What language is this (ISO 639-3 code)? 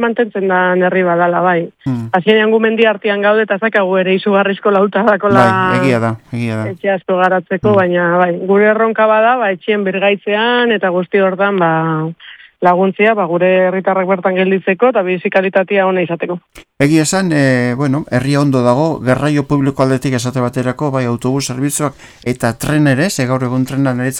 eus